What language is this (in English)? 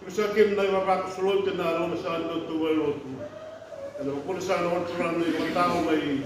Fijian